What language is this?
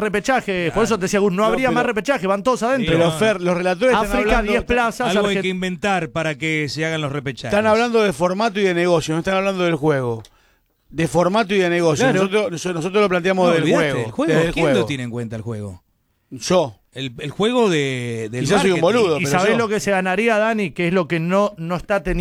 Spanish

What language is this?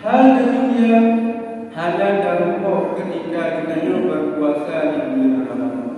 Achinese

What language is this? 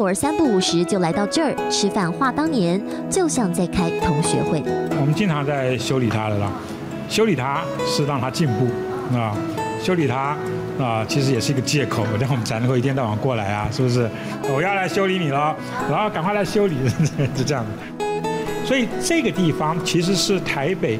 Chinese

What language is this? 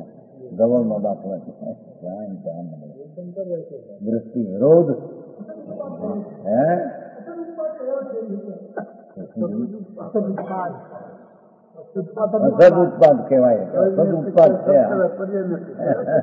Gujarati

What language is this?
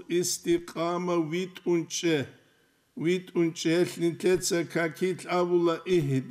Avaric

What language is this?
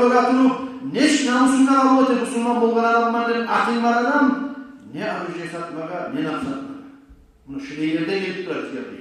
Kumyk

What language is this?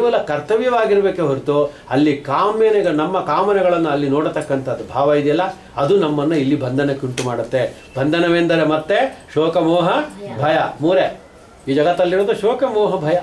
Kannada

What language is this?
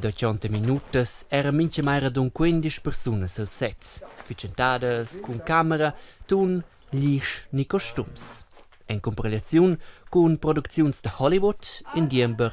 Romansh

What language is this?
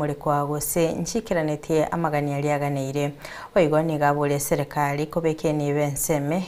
Gusii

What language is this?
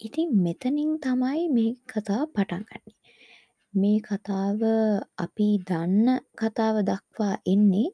Sinhala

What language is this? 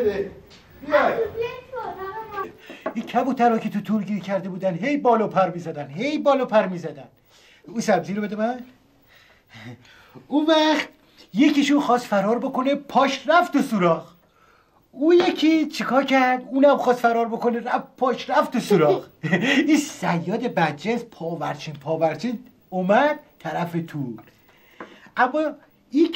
Persian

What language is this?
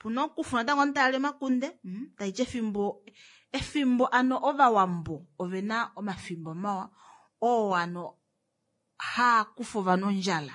Kuanyama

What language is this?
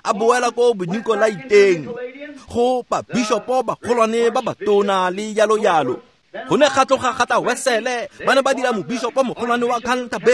Tswana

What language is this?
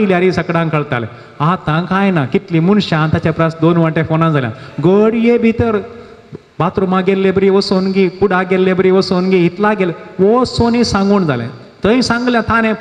Konkani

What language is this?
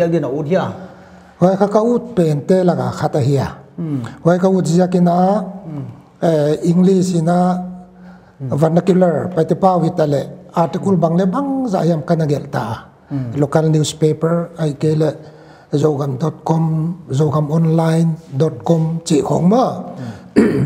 Paite Chin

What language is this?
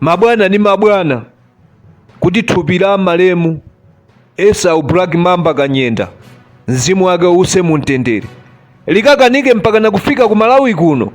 Nyanja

